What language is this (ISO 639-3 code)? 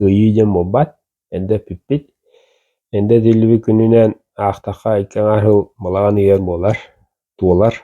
sah